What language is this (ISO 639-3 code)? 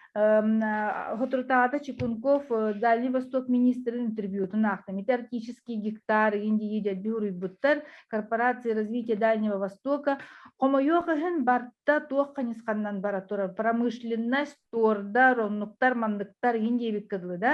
sah